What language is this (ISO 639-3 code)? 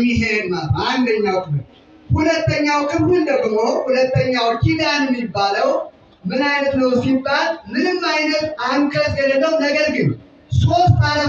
amh